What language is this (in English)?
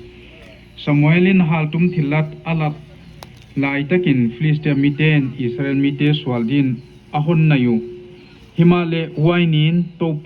Paite Chin